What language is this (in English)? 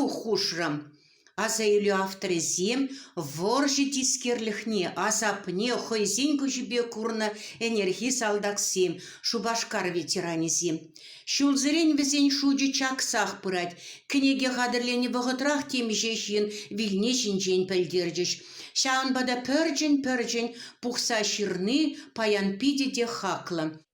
Chuvash